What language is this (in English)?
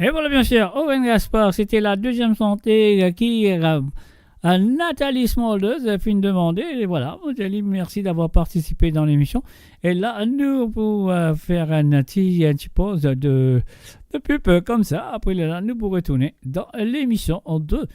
Morisyen